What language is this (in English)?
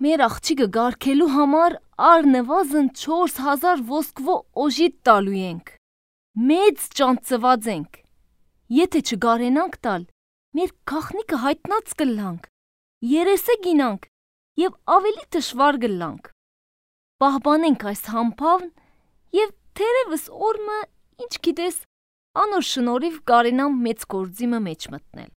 Armenian